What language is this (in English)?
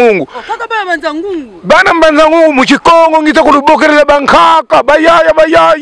Lingala